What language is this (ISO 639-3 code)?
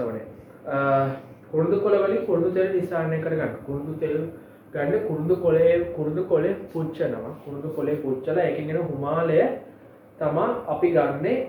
sin